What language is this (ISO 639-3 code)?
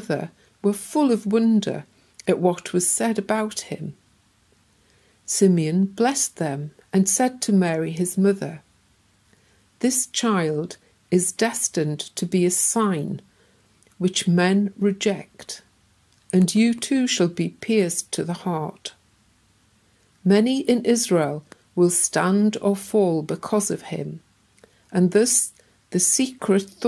eng